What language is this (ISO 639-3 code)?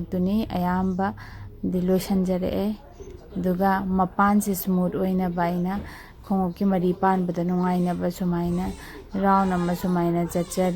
mni